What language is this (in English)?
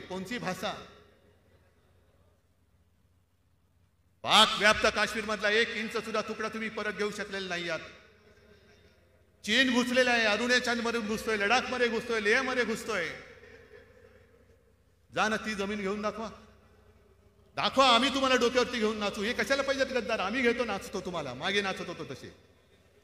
Marathi